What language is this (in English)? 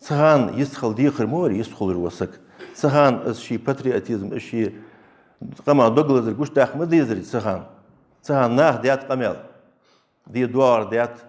Ingush